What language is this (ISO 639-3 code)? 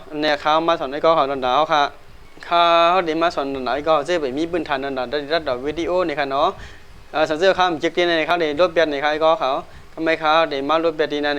shn